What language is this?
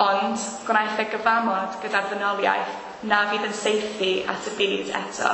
Welsh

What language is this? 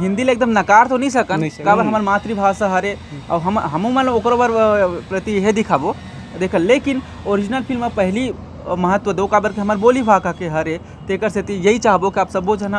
Chhattisgarhi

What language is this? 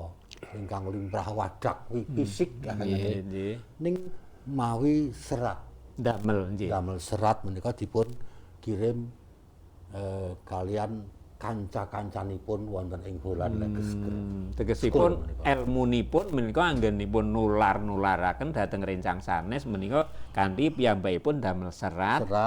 Javanese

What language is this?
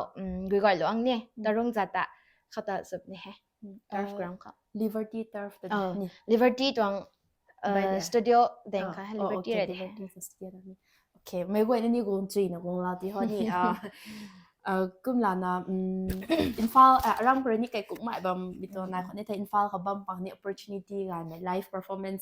Rongmei Naga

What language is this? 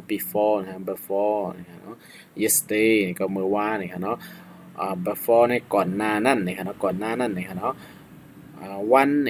Shan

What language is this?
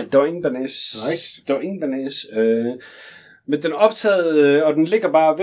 Danish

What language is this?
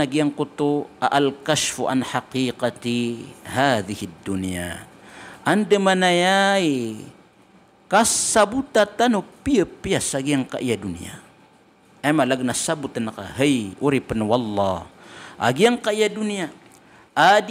Maranao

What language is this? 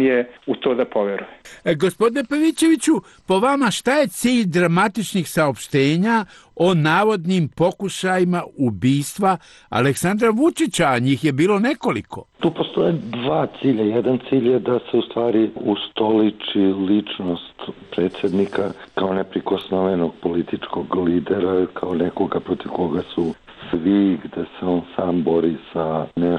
Serbian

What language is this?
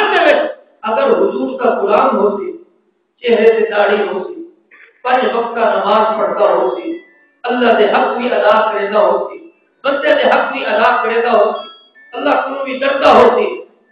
Saraiki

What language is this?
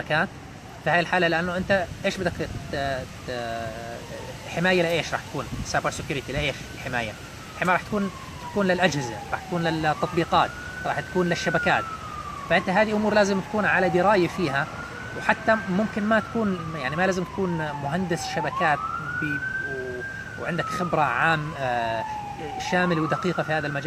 Egyptian Arabic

